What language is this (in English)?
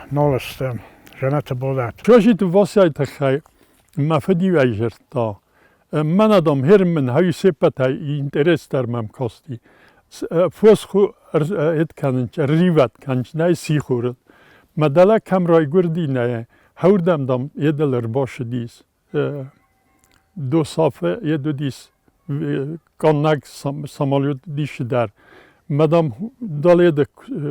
Ossetic